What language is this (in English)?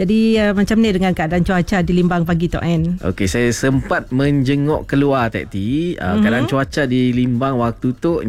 Malay